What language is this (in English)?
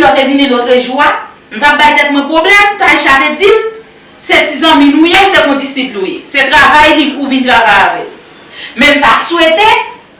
Haitian Creole